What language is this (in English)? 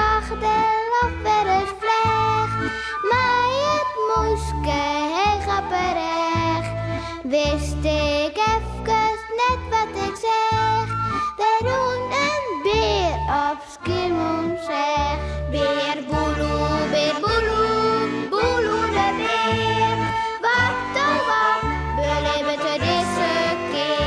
Western Frisian